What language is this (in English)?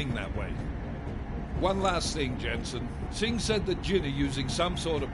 English